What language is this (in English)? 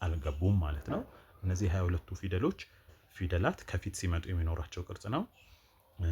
Amharic